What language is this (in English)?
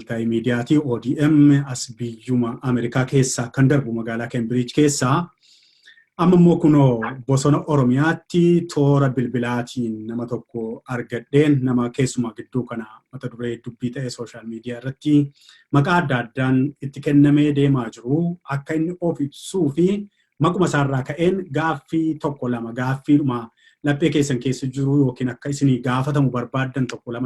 Oromo